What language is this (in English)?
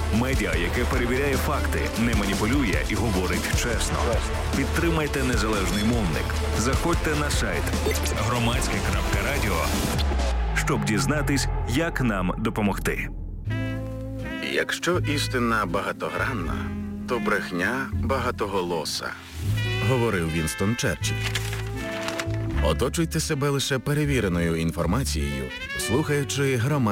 Ukrainian